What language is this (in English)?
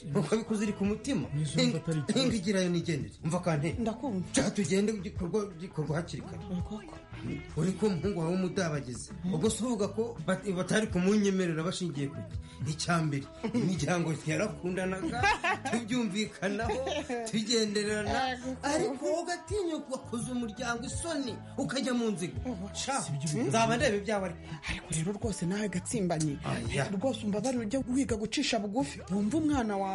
Kinyarwanda